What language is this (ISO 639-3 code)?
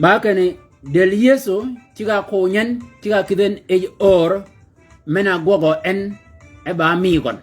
shk